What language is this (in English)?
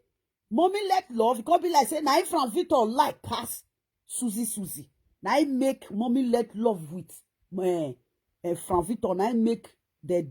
Nigerian Pidgin